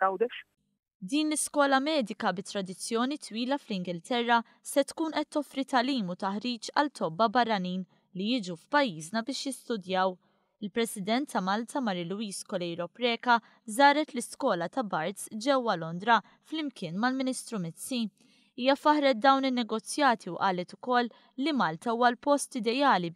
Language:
Maltese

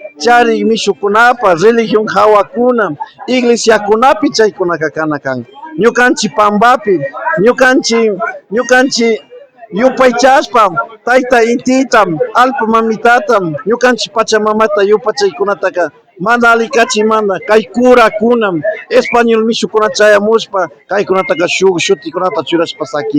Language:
Imbabura Highland Quichua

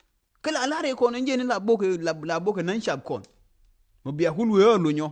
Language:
Nuer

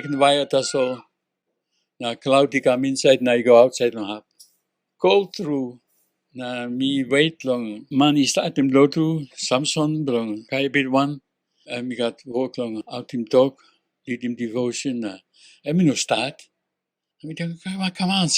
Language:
Tok Pisin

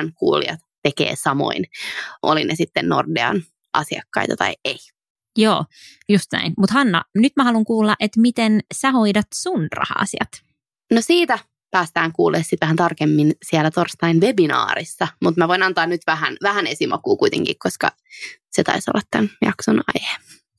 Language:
Finnish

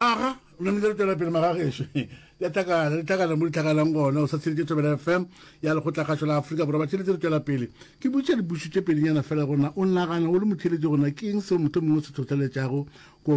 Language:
Northern Sotho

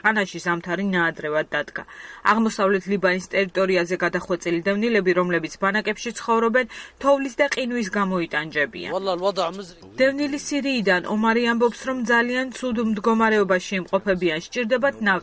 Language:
Georgian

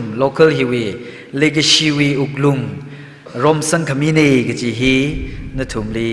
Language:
Tangkhul Naga (India)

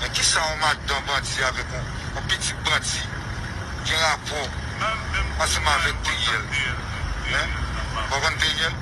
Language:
Haitian Creole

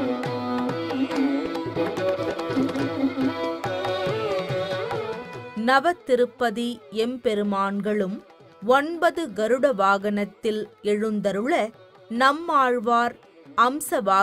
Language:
Tamil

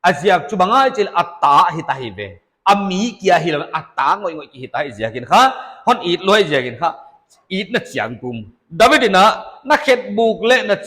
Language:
Paite Chin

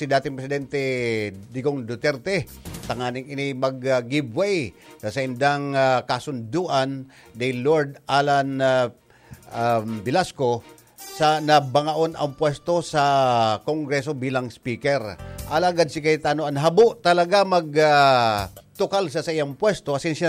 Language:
Bikol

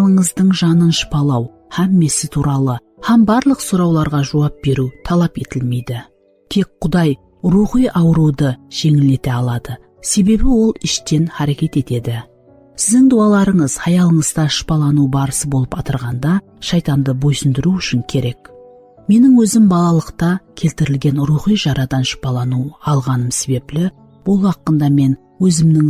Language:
Kara-Kalpak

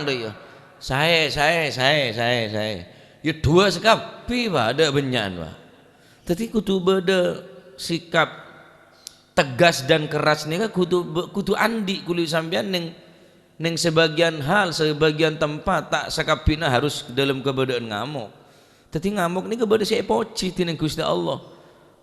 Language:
Madurese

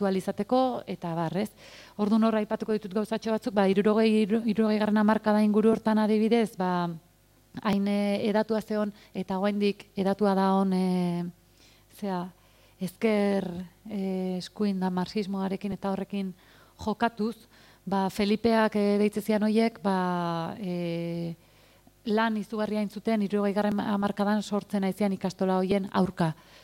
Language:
Basque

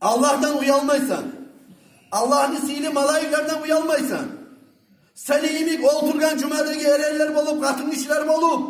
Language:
Kumyk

